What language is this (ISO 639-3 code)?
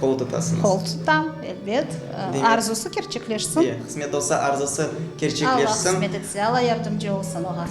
crh